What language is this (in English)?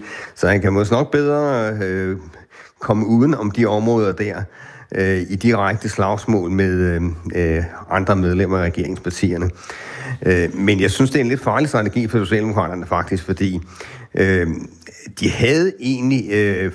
Danish